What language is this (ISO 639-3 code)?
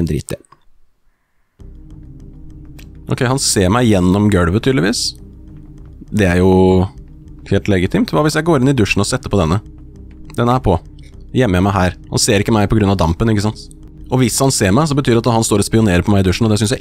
nor